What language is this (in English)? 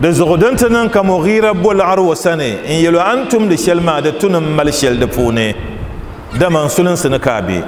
Dagbani